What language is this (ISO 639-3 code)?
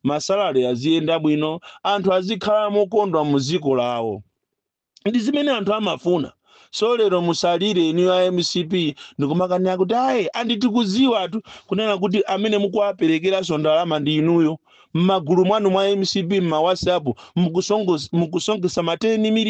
nya